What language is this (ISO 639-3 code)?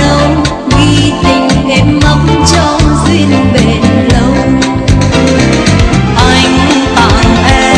vie